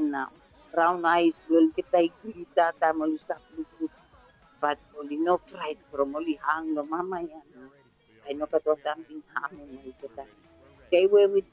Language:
Bislama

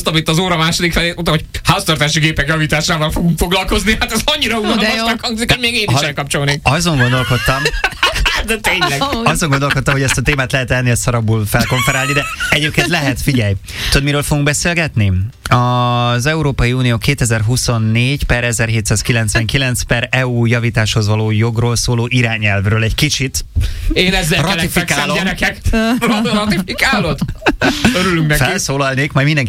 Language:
Hungarian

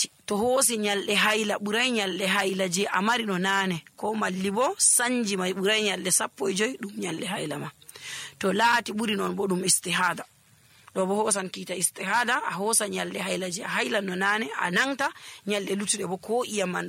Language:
Nigerian Fulfulde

